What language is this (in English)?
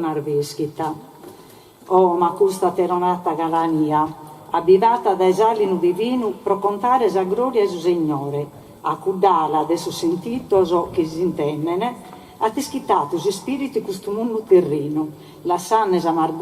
Sardinian